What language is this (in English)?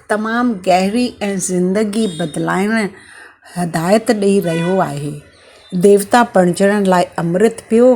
Sindhi